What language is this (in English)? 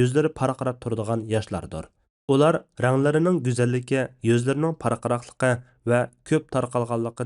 Uyghur